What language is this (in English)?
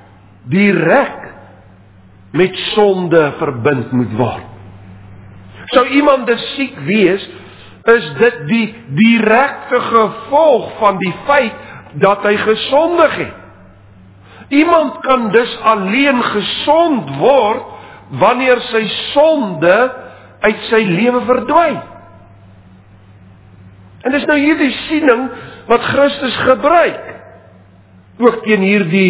Afrikaans